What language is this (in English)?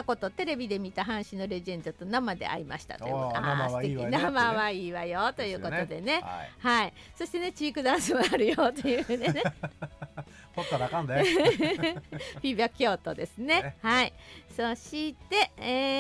Japanese